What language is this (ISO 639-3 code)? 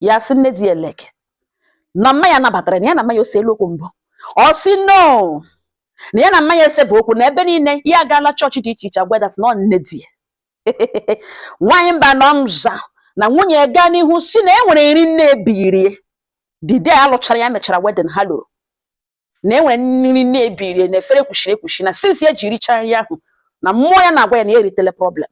ibo